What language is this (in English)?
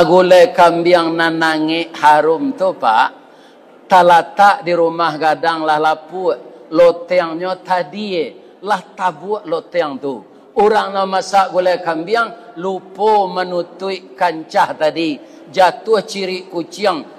Minangkabau